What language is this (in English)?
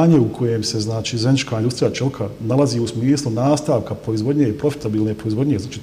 Bosnian